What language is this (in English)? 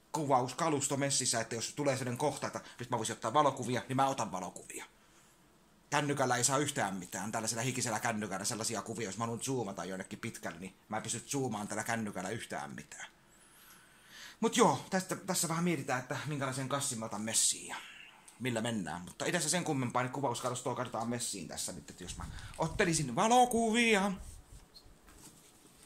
Finnish